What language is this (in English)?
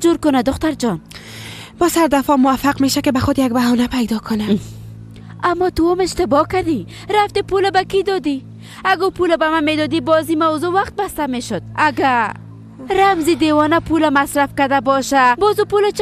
Persian